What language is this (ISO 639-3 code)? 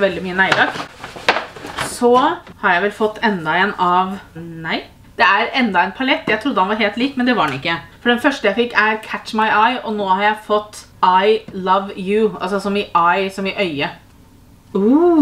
nor